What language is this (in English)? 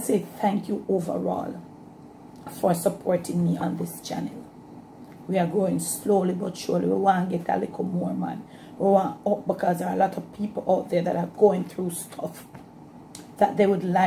Jamaican Creole English